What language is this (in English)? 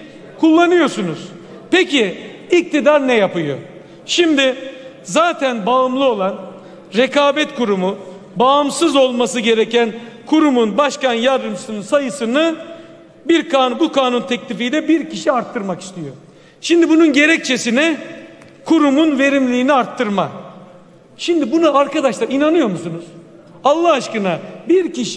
Turkish